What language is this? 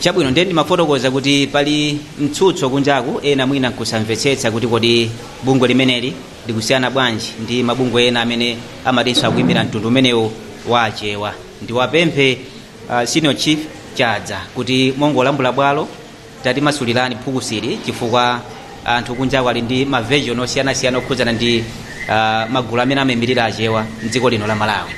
Nyanja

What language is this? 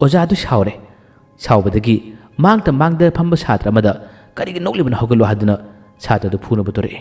Manipuri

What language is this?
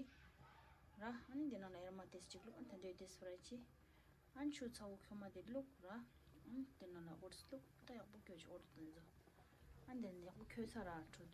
Tibetan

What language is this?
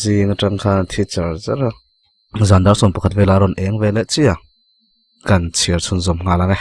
Mizo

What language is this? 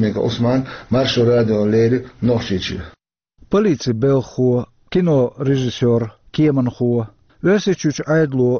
Chechen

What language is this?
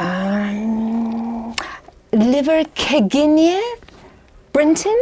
Cornish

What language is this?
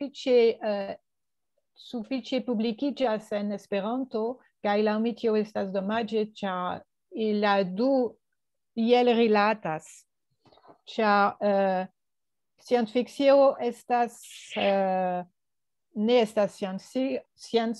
Esperanto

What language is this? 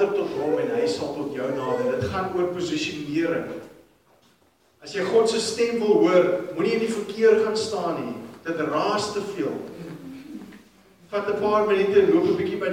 Afrikaans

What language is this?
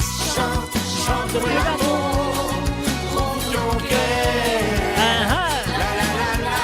Morisyen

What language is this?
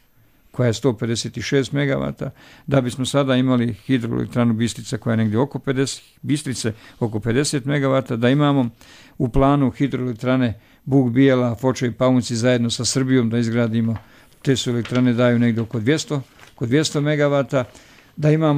Croatian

